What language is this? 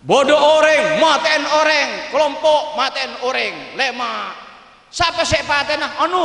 Madurese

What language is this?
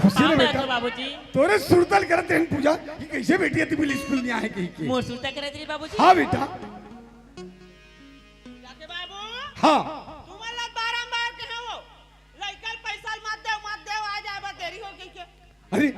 Chhattisgarhi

